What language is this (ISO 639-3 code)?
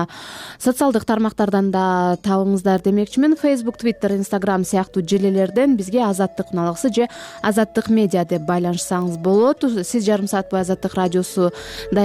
kir